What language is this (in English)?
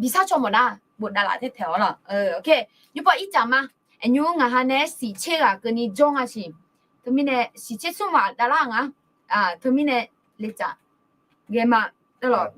Akha